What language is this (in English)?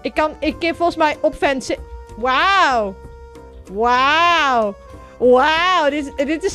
Western Frisian